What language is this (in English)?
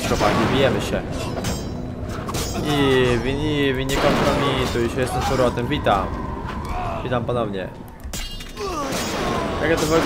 Polish